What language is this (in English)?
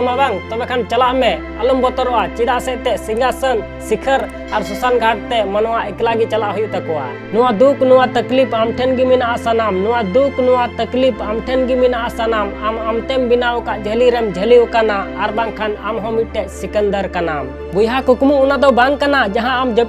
Santali